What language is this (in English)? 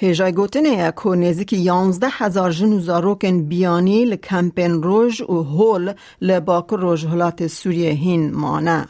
Kurdish